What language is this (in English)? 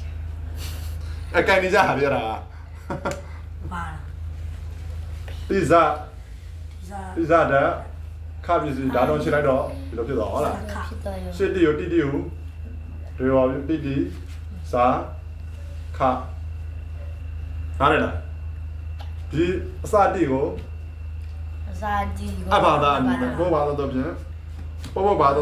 Burmese